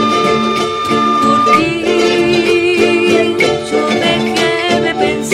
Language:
Spanish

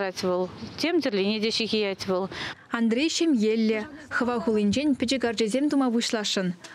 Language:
Chuvash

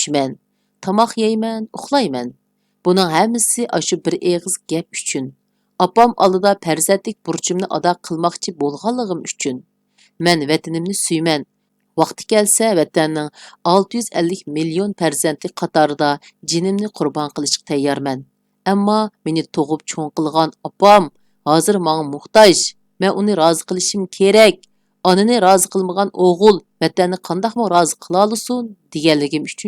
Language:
Uyghur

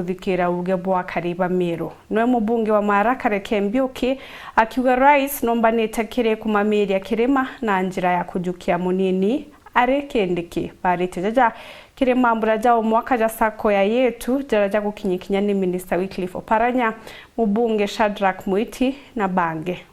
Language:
Meru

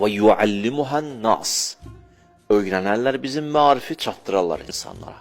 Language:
Azerbaijani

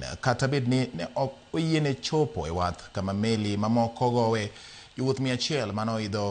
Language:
Luo (Kenya and Tanzania)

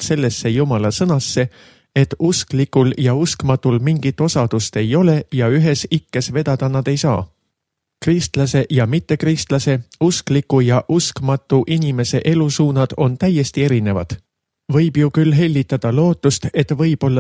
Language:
Estonian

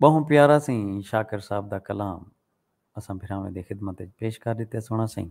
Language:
Saraiki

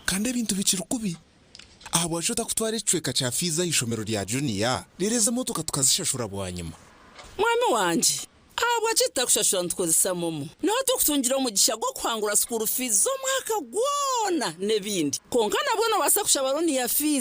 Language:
Nyankole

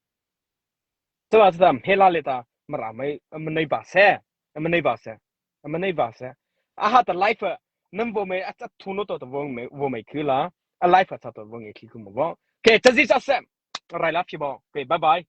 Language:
Mara Chin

